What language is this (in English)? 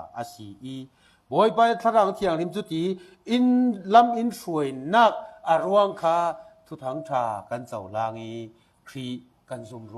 Falam Chin